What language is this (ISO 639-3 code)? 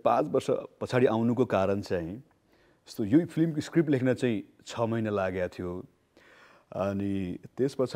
nep